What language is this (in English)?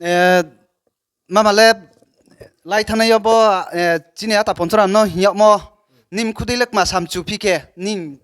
Riang (India)